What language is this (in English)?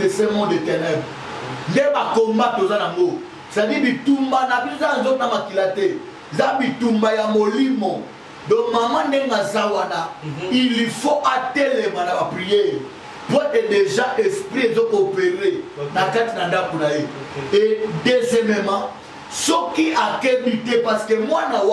Lingala